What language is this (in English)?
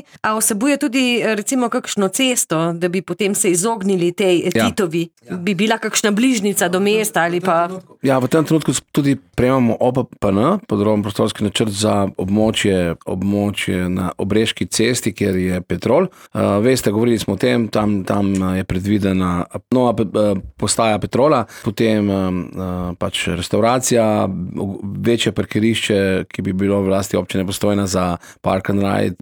Slovenian